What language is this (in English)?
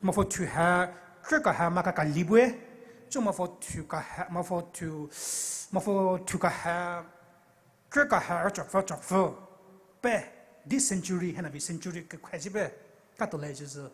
Poumei Naga